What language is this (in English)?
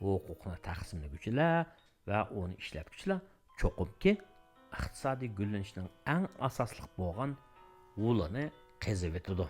Uyghur